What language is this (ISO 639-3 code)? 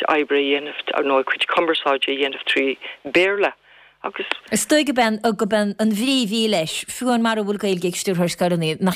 gle